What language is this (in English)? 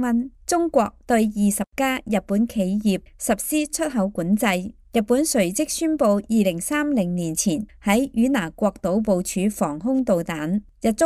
Cantonese